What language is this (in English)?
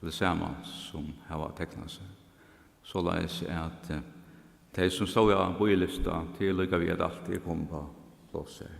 Faroese